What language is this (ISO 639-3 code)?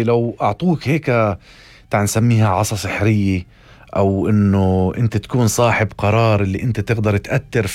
apc